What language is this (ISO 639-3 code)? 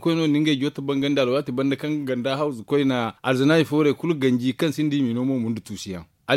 dje